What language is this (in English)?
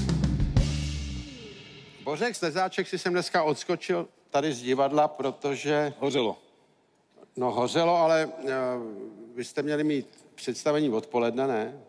Czech